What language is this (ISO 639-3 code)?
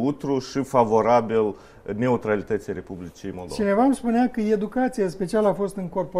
ron